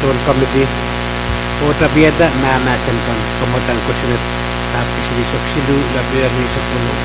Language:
Pohnpeian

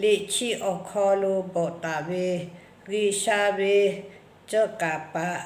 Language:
Lahu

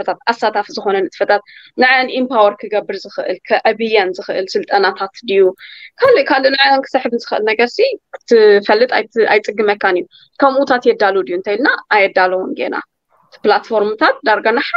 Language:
Tigrinya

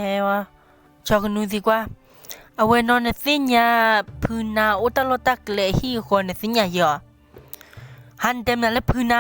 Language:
S'gaw Karen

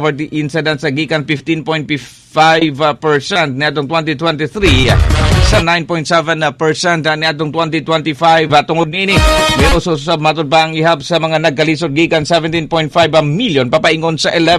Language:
Cebuano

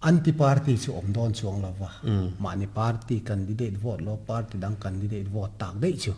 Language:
Mizo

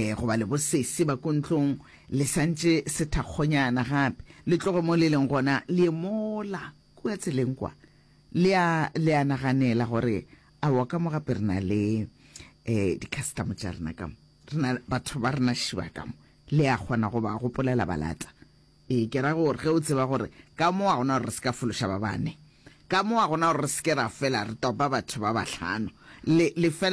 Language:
Northern Sotho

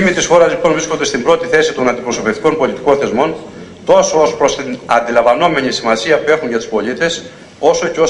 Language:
Greek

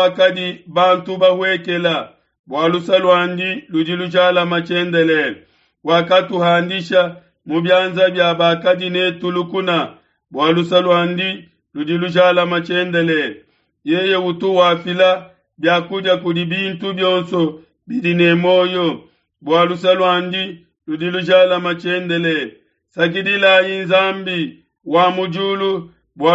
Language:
Luba-Lulua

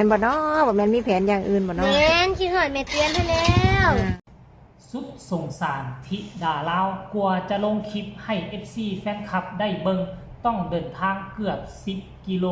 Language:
Lao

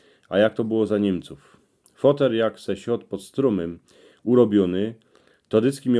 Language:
Silesian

